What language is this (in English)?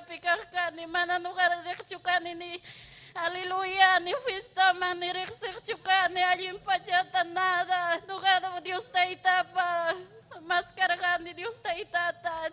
Ayacucho Quechua